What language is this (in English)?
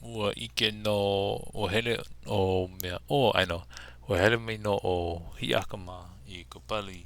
Hawaiian